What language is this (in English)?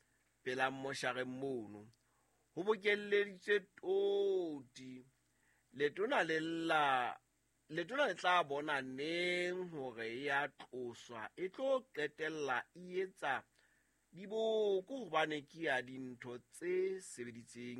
Southern Sotho